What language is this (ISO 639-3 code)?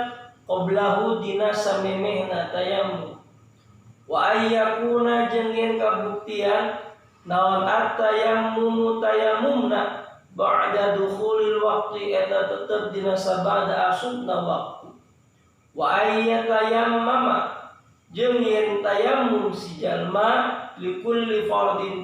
sun